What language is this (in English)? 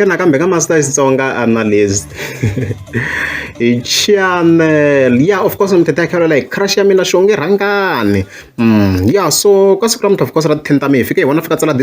Tsonga